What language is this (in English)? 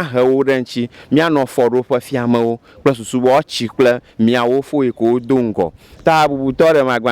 Ewe